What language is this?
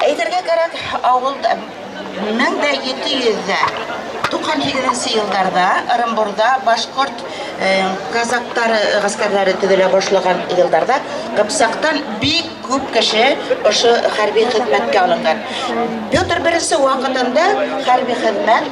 Bashkir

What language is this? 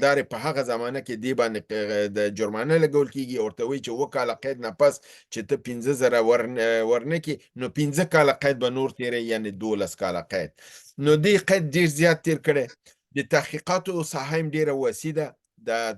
Pashto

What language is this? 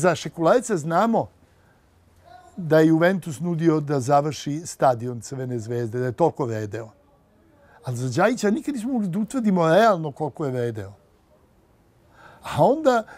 Serbian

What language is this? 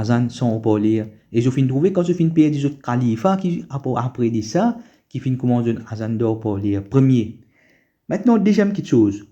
Morisyen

